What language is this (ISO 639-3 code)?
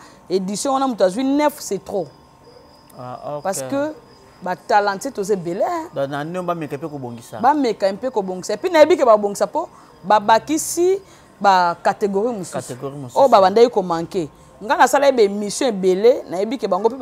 lin